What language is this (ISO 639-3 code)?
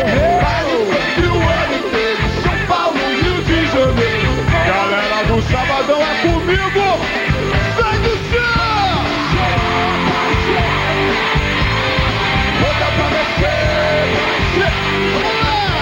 por